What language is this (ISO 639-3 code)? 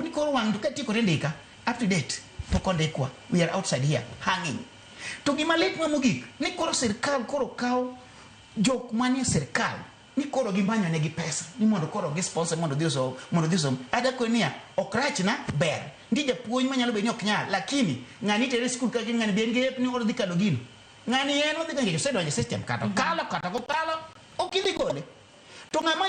luo